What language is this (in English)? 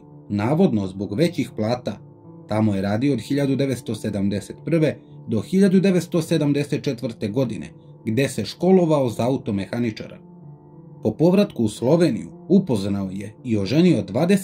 Serbian